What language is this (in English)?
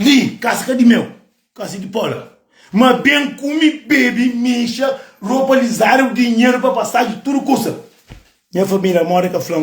Kabuverdianu